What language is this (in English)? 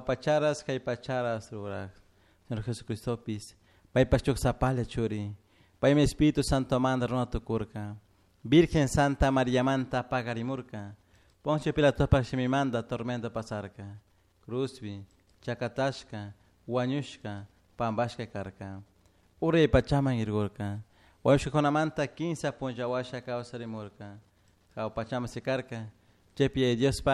Chimborazo Highland Quichua